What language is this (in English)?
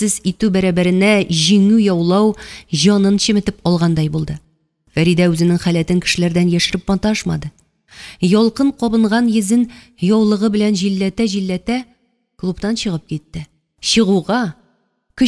Tatar